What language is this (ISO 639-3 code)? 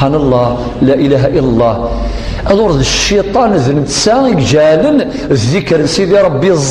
kab